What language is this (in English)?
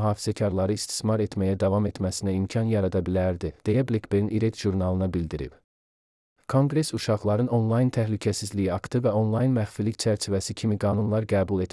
Azerbaijani